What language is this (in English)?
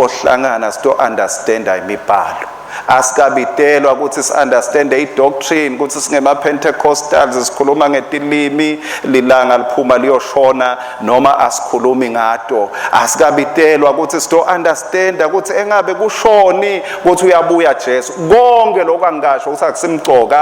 Swati